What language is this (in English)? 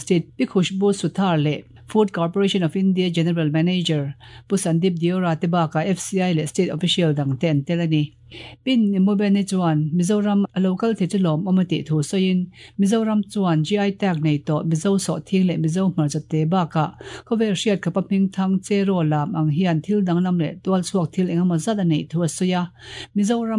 Mizo